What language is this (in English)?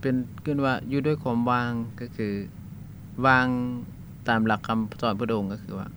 Lao